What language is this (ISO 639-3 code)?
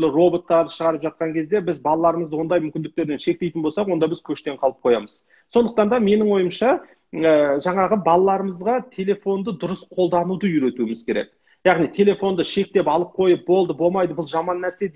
kaz